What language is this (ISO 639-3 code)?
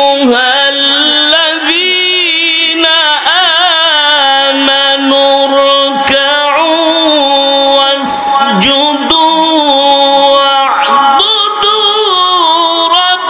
ara